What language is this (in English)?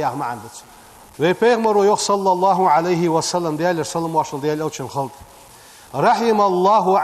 Ingush